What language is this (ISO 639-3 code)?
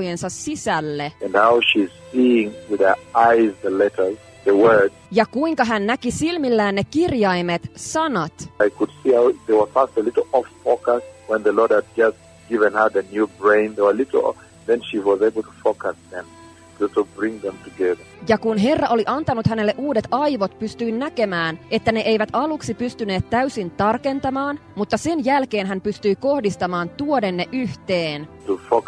fin